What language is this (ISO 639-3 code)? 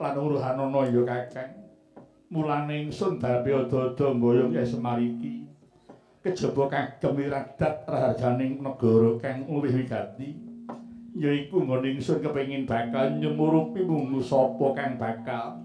jav